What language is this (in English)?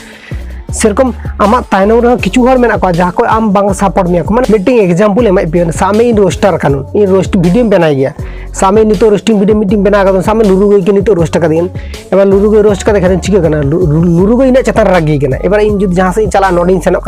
Santali